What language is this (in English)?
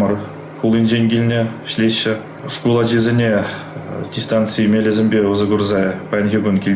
Chuvash